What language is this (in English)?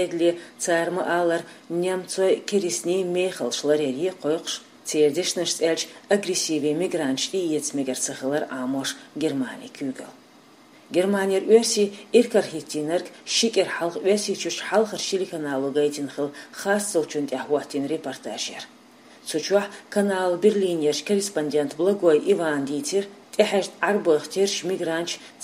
Chechen